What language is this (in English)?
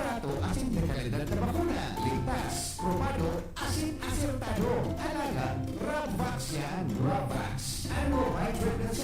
Bikol